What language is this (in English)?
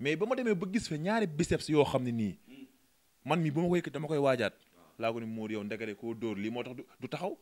Wolof